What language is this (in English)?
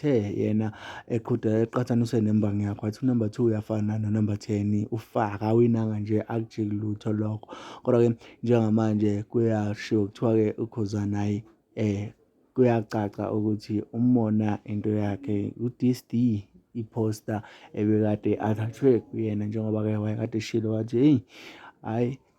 Zulu